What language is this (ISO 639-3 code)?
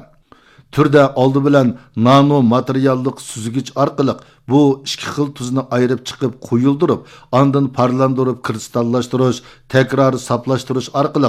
uig